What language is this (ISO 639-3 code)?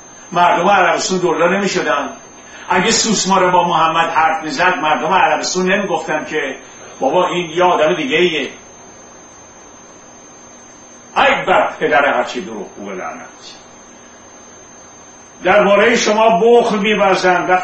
fas